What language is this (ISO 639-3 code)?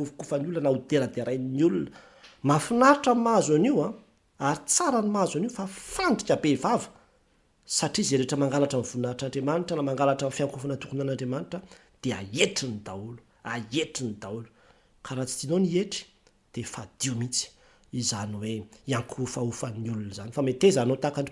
mlg